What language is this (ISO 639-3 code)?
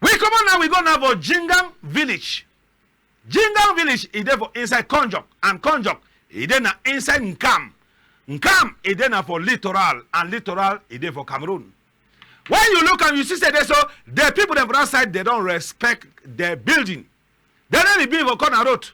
wes